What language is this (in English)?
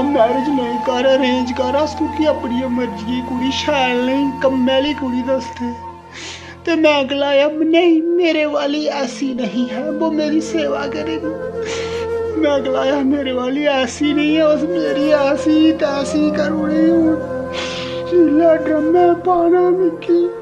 Dogri